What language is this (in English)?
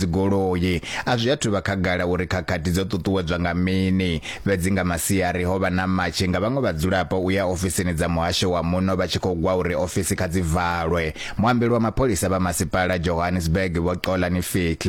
Venda